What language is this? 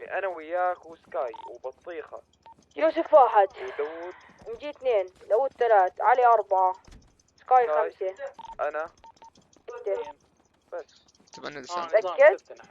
North Levantine Arabic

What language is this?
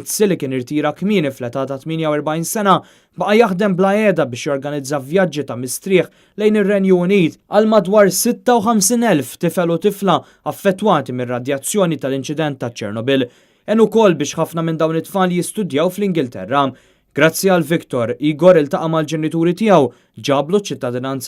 Maltese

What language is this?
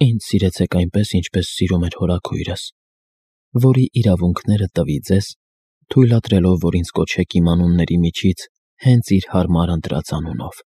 Armenian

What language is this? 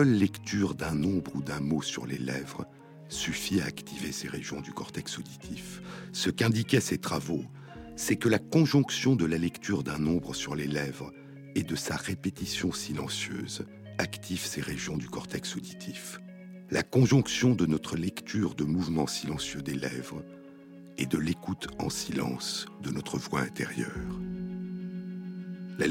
French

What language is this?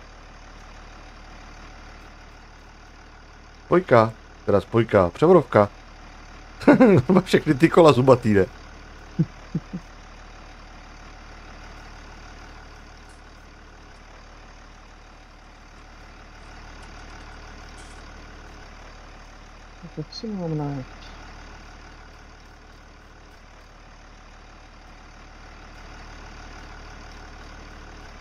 Czech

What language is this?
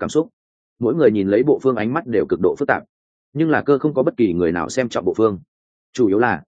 Vietnamese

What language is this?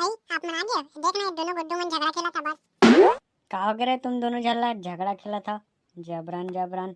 Chhattisgarhi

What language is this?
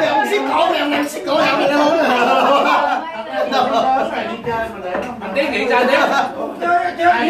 Vietnamese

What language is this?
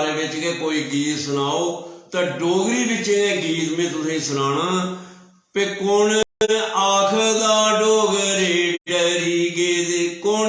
Dogri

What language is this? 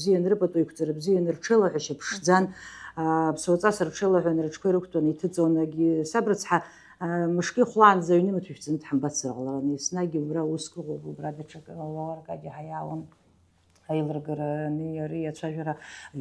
Abkhazian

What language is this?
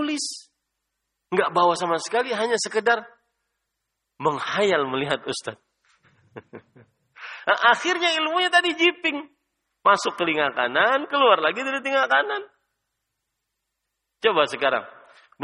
Indonesian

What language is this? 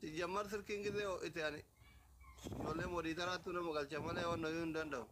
Oromo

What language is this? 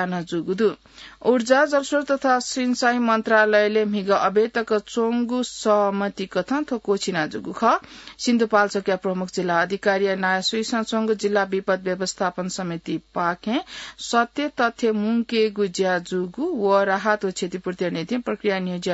Newari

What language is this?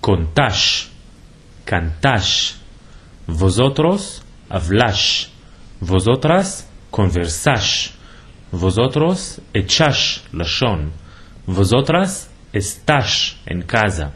Ladino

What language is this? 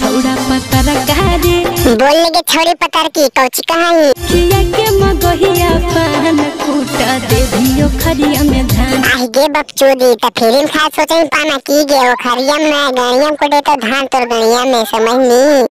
Magahi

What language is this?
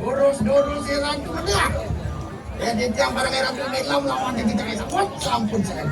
Balinese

